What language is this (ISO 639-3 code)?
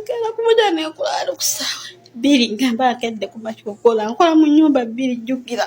lug